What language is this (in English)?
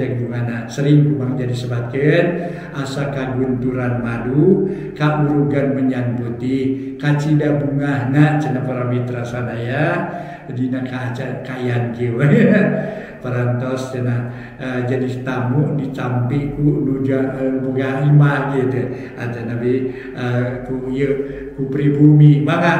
Sundanese